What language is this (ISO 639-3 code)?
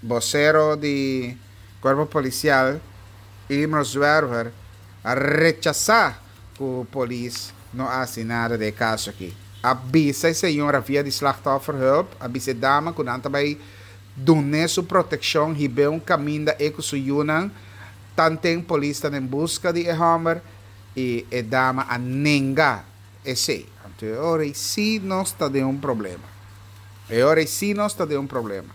pap